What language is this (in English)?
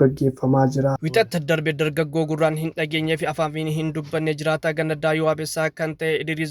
Oromo